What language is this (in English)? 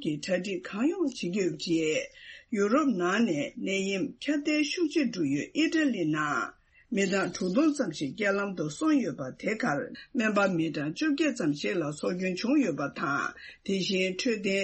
Tibetan